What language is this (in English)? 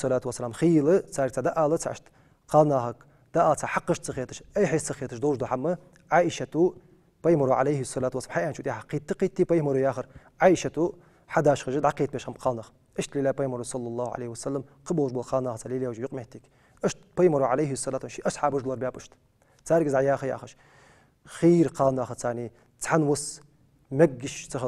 Ingush